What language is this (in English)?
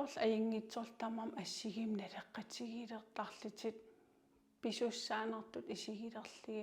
Kalaallisut